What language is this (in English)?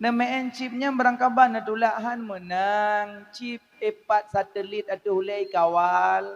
Achinese